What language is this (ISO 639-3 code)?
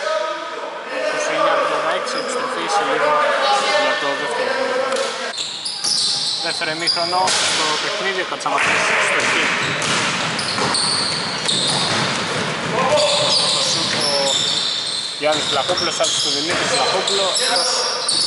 ell